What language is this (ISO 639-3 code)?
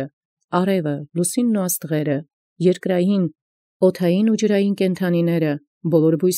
hye